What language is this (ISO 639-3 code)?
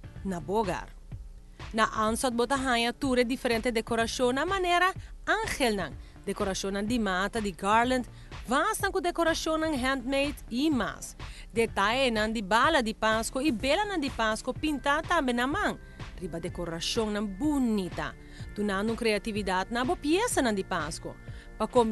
pap